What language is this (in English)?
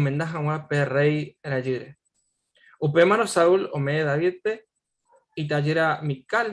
Guarani